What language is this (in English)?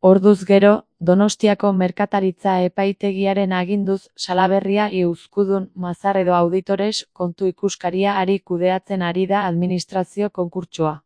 Basque